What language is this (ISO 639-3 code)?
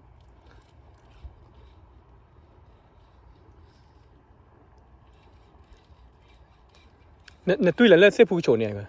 ksw